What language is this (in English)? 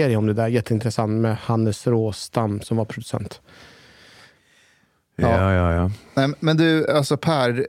Swedish